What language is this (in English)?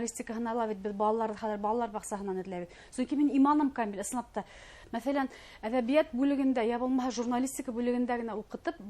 Bashkir